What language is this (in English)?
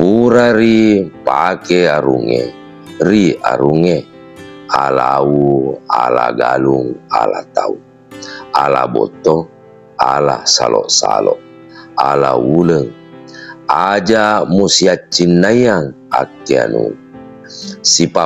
Buginese